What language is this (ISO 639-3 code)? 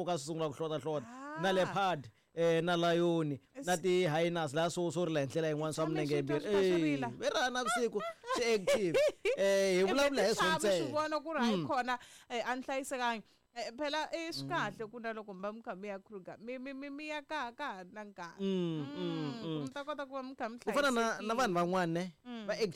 tso